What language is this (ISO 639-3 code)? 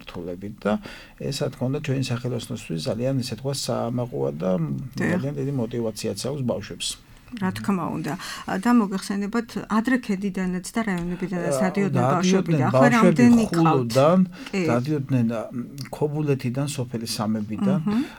kat